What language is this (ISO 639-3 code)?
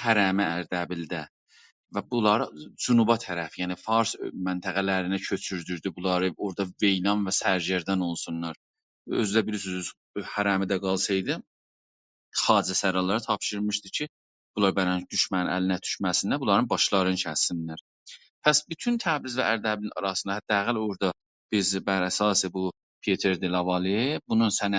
azb